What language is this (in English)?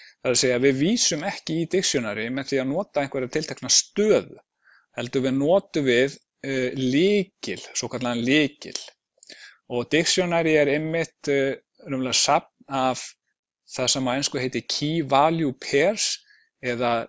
Icelandic